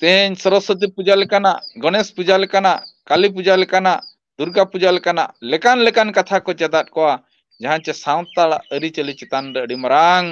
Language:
Santali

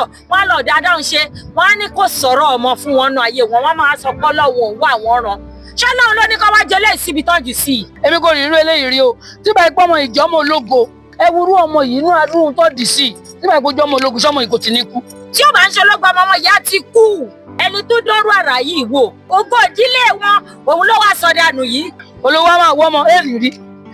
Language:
Yoruba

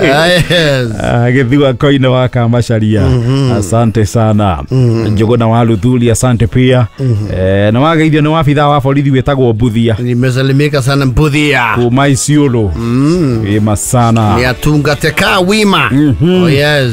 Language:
Kikuyu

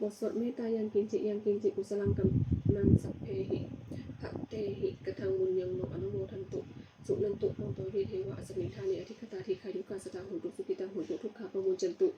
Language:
Pali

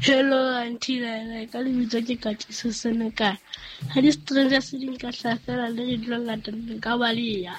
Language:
Southern Sotho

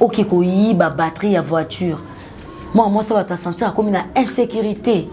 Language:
Lingala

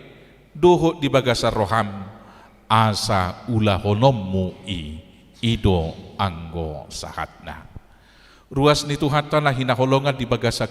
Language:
Batak Toba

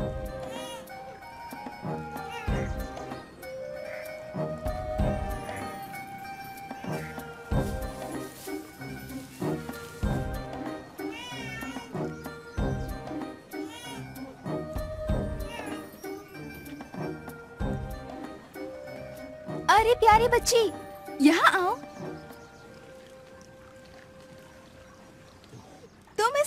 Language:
Hindi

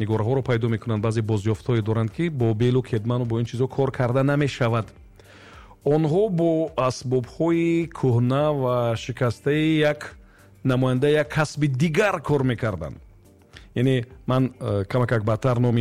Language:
Tajik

